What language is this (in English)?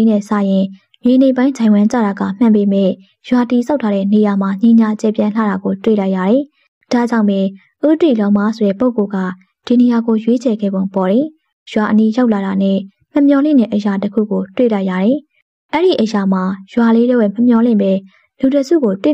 Burmese